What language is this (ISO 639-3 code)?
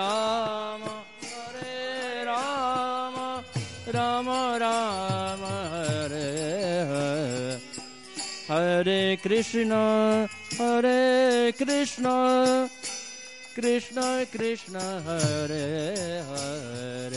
hin